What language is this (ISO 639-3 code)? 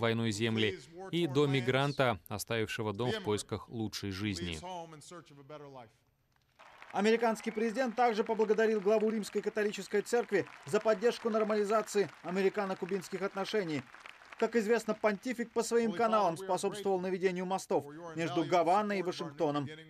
rus